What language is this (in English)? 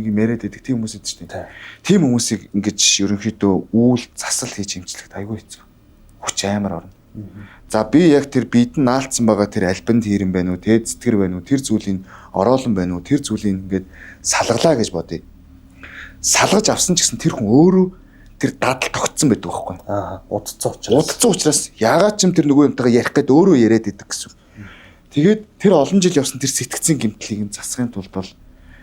Mongolian